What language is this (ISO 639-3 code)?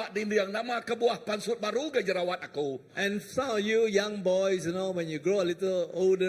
iba